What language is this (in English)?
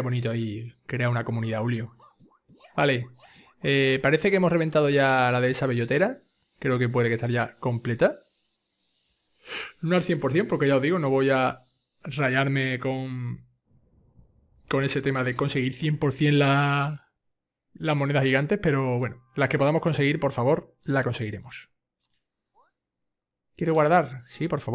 Spanish